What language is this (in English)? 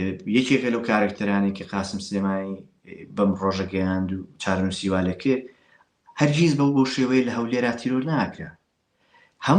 Central Kurdish